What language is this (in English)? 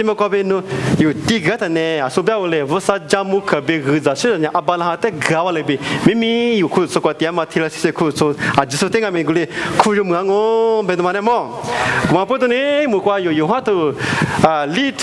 Lisu